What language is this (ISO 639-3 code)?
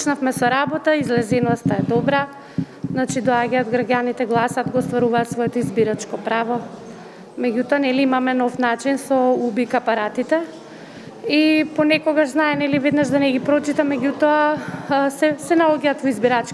mkd